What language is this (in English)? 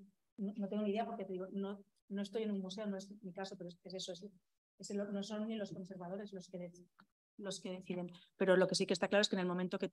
Spanish